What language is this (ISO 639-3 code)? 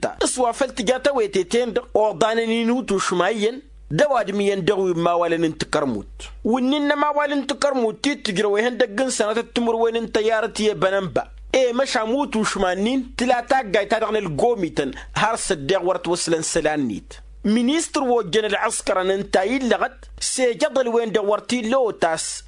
taq